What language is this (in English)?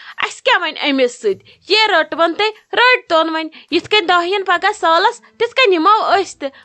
Kashmiri